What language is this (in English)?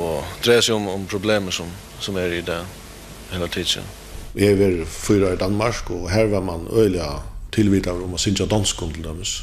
Faroese